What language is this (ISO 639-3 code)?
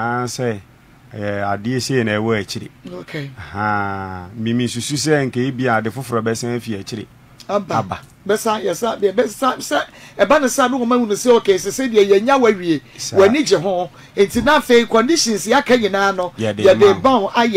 aka